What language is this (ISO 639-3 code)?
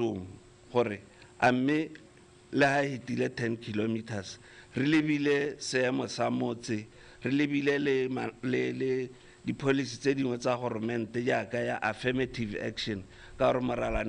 tsn